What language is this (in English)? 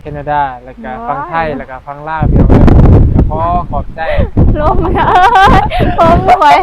Northeastern Thai